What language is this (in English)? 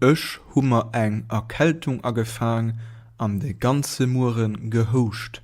Luxembourgish